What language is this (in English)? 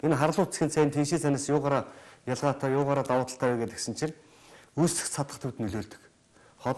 Mongolian